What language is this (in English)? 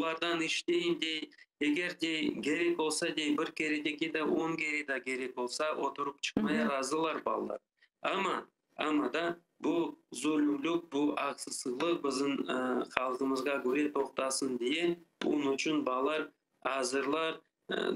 Crimean Tatar